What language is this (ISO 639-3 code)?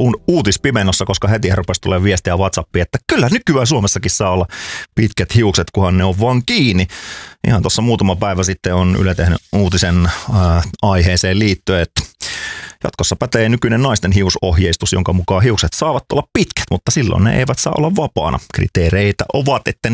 fin